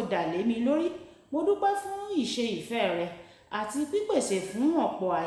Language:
Yoruba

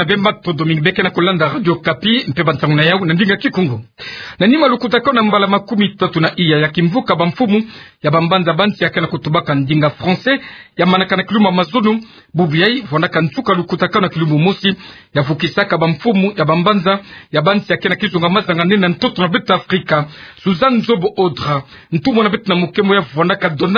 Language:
Kituba (Democratic Republic of Congo)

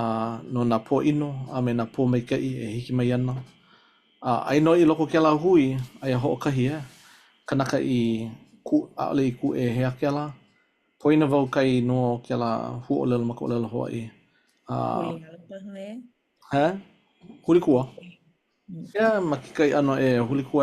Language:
Hawaiian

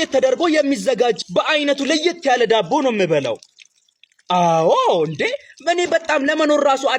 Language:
Amharic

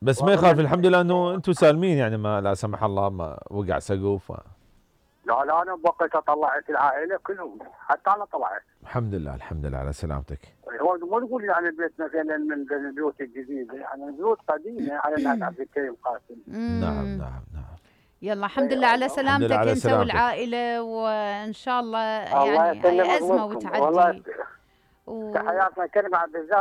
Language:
Mesopotamian Arabic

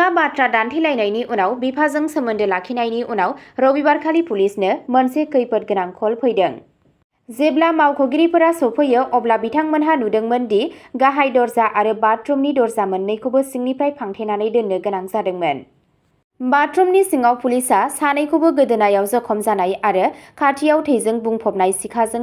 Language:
Bodo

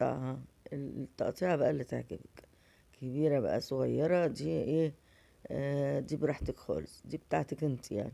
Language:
Egyptian Arabic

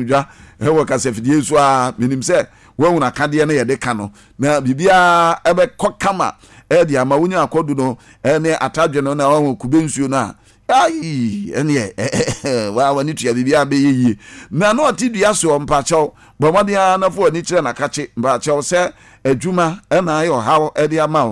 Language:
Akan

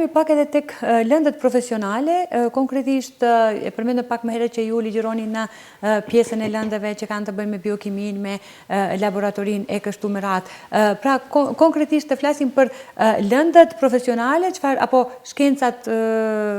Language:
Albanian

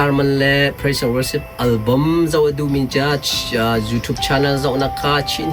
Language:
Hakha Chin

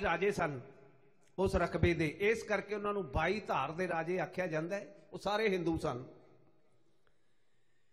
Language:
Punjabi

